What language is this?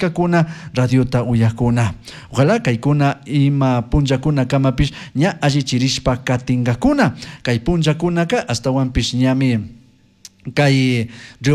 Chimborazo Highland Quichua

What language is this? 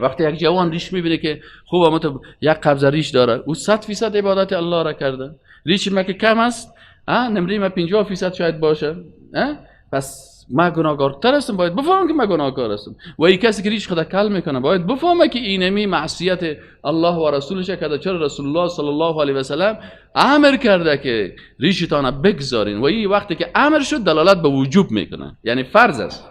Persian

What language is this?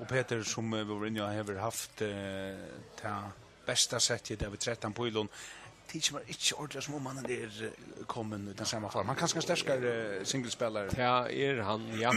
Faroese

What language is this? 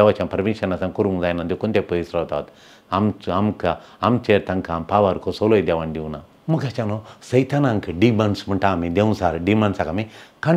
Konkani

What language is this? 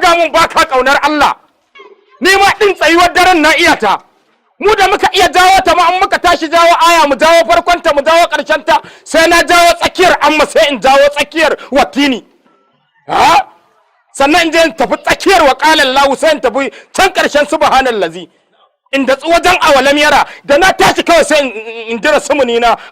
Hausa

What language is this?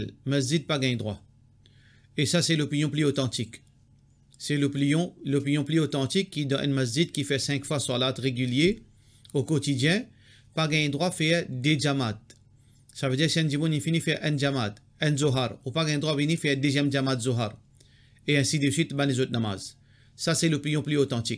Morisyen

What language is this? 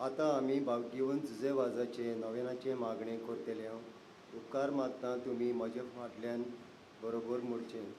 Konkani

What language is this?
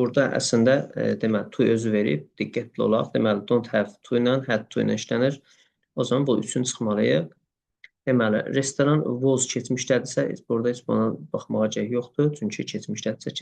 Azerbaijani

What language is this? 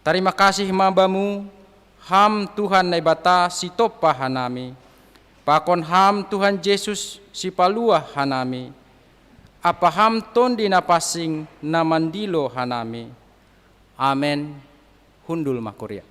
Batak Simalungun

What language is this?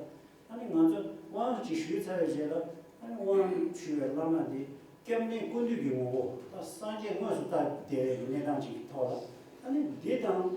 Tibetan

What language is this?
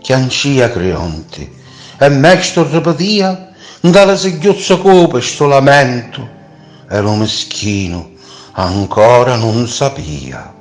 Sicilian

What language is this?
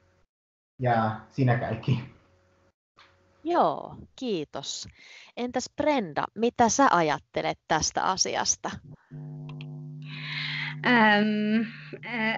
Finnish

